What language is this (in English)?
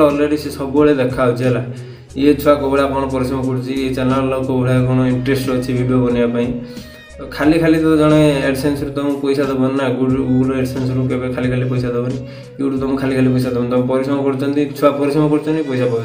Odia